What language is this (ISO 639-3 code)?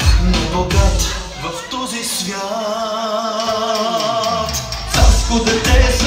bul